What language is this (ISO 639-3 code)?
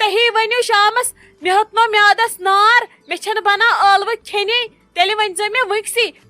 kas